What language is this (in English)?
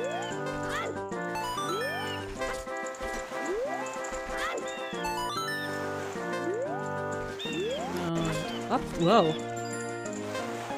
German